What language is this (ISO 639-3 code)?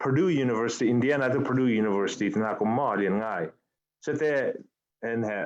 cfm